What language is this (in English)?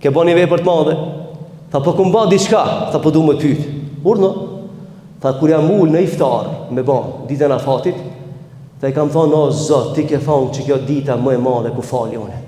Albanian